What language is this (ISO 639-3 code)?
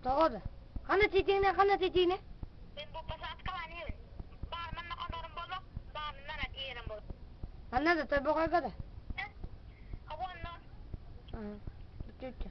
sah